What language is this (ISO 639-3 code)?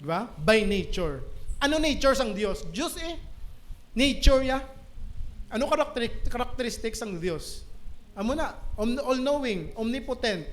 hil